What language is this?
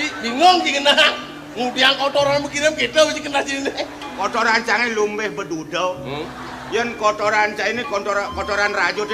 Balinese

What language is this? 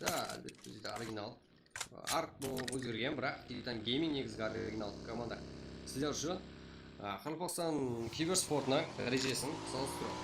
Kara-Kalpak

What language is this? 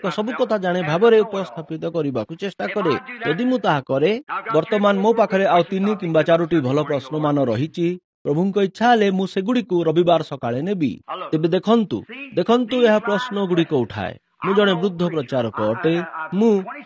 Odia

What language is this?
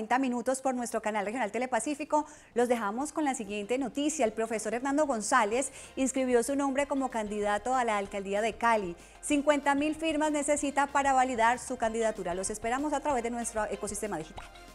Spanish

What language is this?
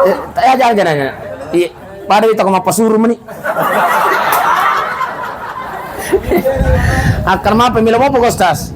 Buginese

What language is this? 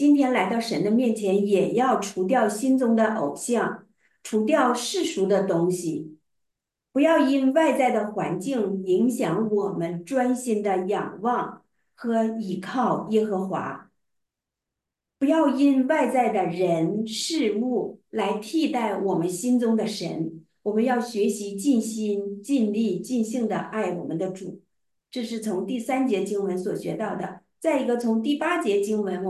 Chinese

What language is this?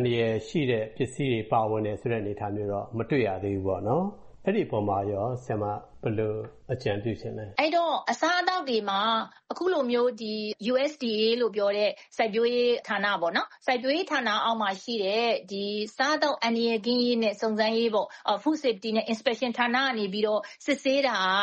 Burmese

